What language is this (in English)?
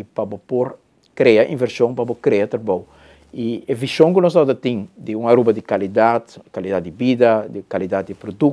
Papiamento